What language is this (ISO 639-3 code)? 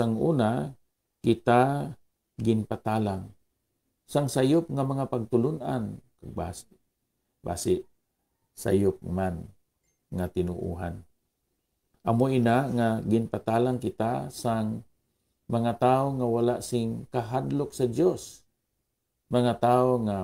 hil